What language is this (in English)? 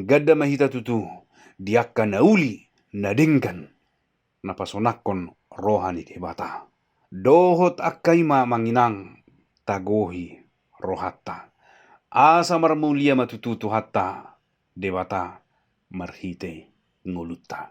Batak Toba